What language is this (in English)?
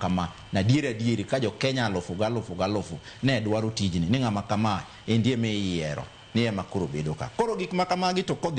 Luo (Kenya and Tanzania)